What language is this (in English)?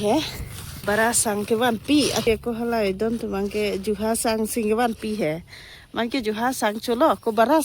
Karbi